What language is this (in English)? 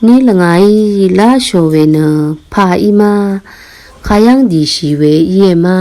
Rawang